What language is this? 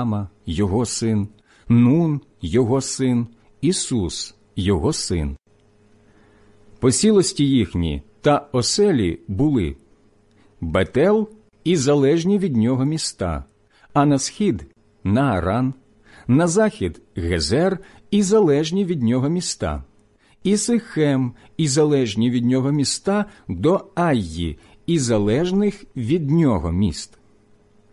Ukrainian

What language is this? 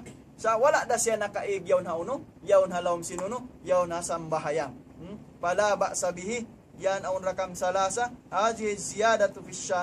Tausug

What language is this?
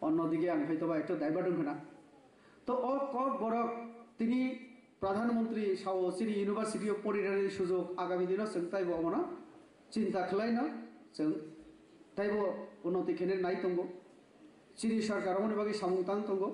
Kok Borok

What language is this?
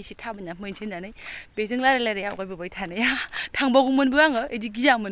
Bodo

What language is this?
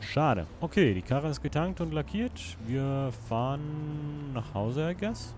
Swiss German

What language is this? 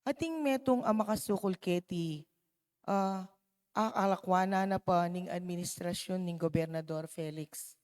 Pampanga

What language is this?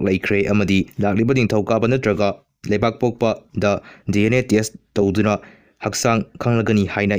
Manipuri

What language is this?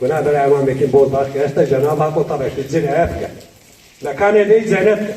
Zaza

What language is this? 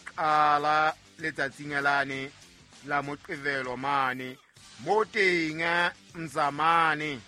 Southern Sotho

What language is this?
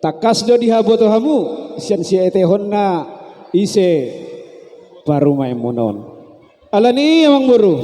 Batak Toba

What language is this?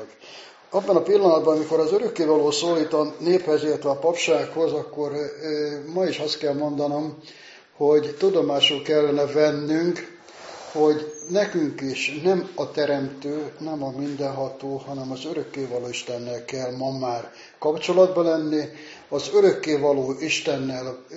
Hungarian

